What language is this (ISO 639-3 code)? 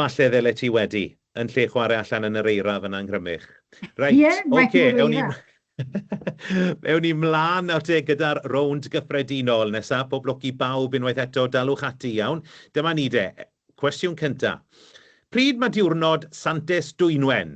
cym